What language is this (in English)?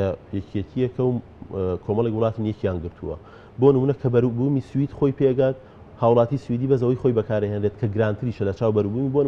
Central Kurdish